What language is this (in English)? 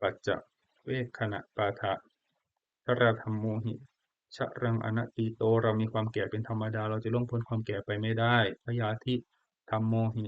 Pali